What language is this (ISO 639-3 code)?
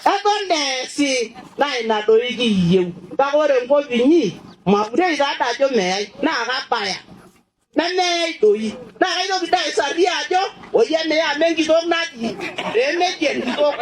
mas